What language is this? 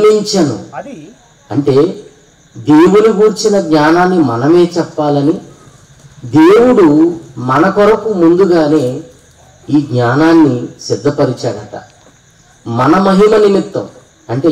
Telugu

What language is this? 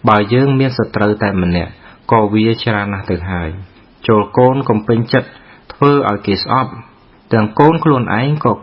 Khmer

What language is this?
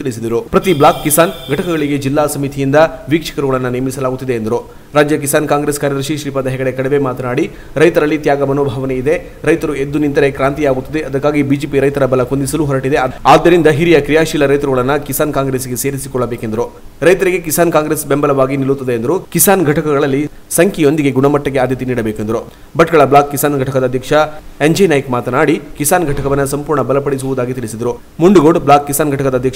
Kannada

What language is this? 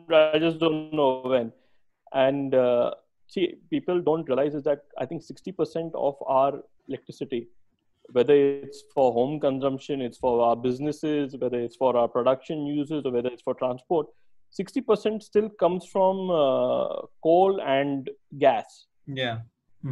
English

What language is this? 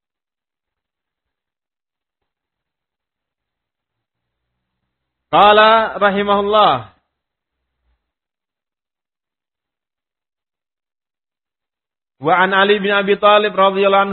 Indonesian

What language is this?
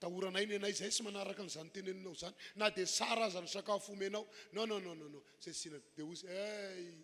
Malagasy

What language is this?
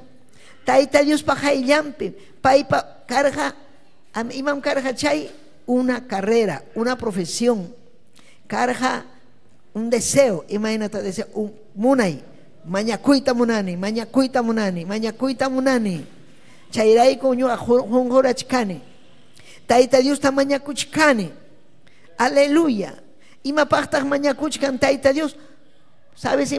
Ayacucho Quechua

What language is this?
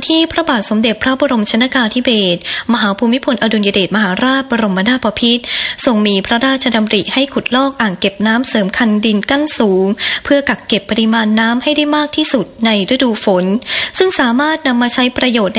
Thai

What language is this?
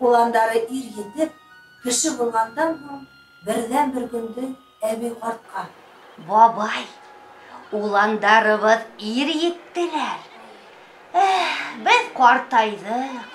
Bashkir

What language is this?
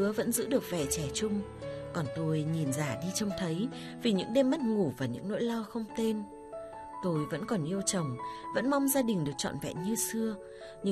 Vietnamese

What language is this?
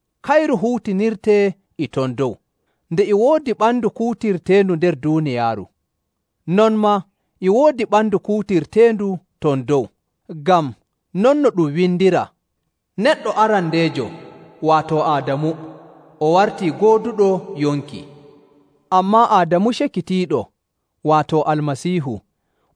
Nigerian Fulfulde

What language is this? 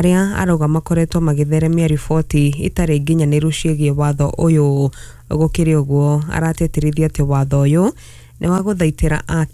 Kikuyu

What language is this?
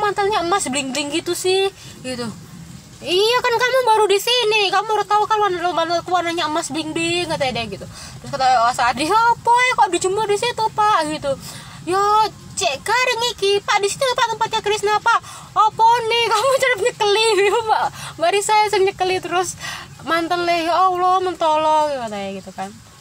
Indonesian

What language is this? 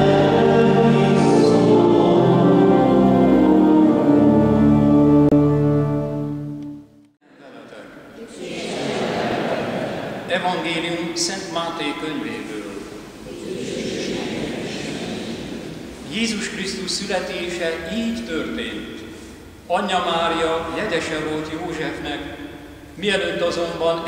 Hungarian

